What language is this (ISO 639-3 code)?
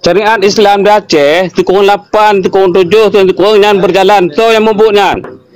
ace